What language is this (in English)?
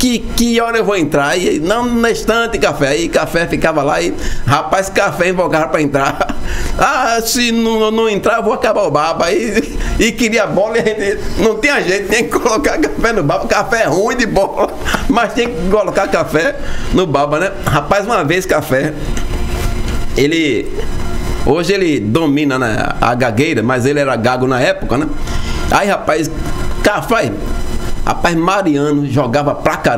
Portuguese